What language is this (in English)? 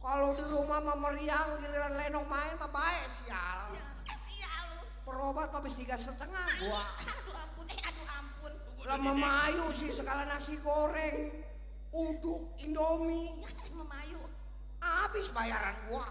Betawi